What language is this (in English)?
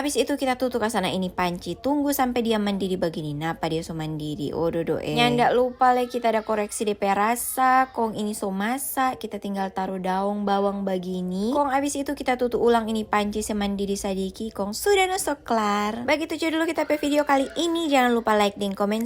Manado Malay